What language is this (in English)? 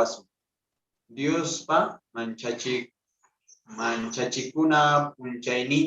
South Bolivian Quechua